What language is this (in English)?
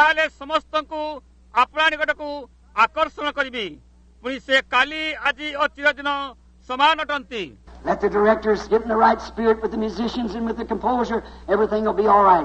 Odia